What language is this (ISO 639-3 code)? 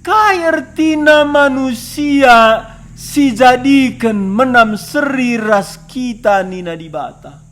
btx